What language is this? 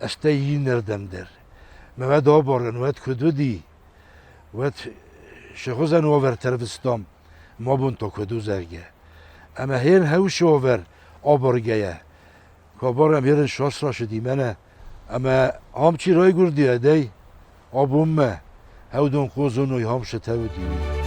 Ossetic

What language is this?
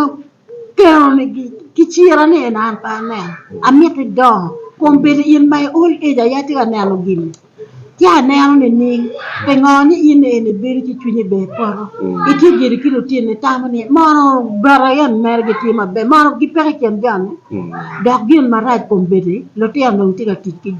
Acoli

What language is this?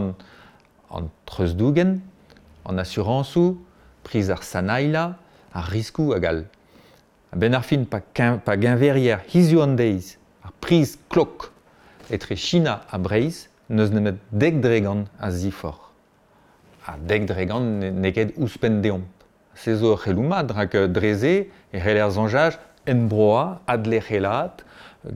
Breton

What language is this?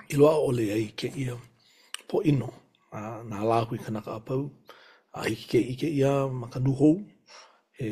Hawaiian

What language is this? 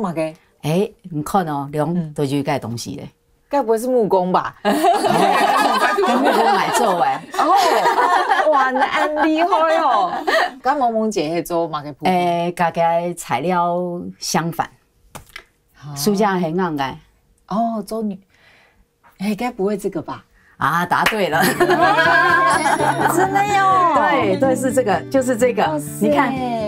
Chinese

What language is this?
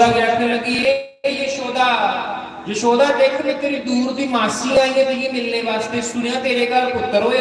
Dogri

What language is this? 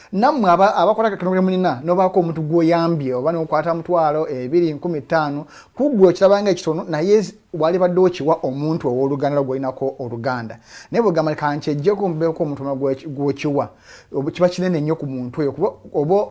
Ganda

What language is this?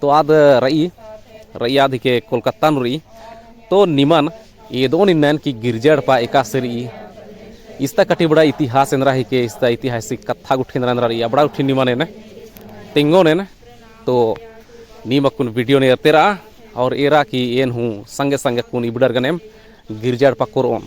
Kurukh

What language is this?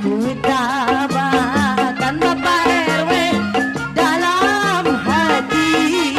Betawi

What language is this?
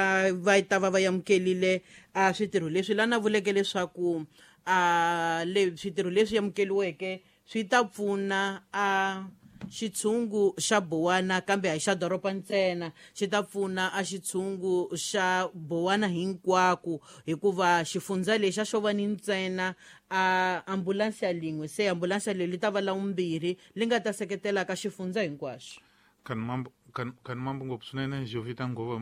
Tsonga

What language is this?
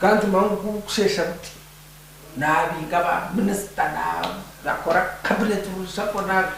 Nyankole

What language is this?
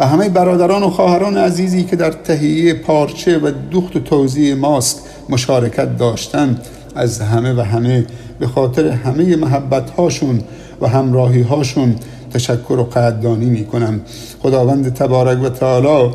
Persian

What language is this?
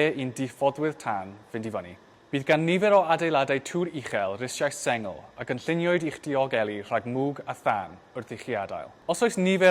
Welsh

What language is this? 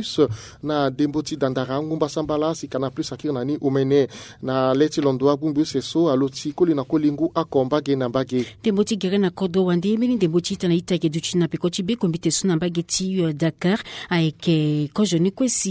Sango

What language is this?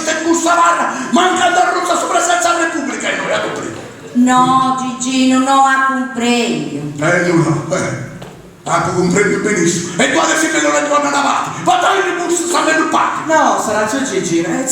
Sardinian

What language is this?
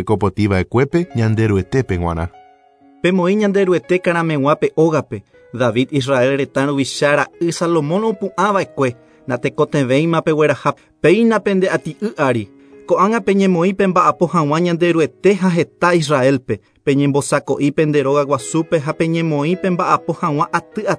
Guarani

